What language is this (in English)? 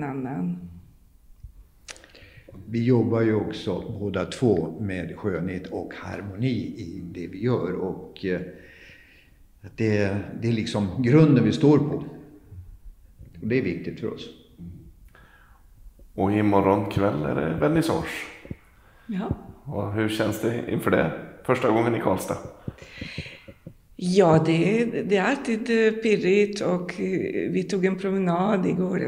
Swedish